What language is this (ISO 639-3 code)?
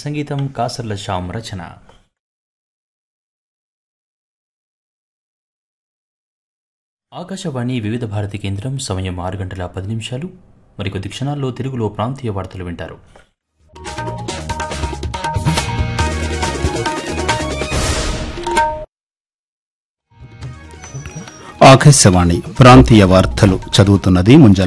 tel